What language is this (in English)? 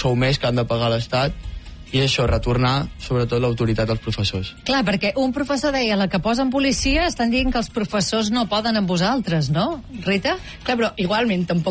Catalan